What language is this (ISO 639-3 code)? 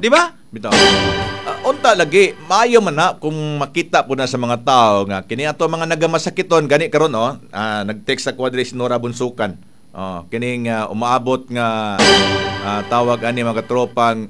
ceb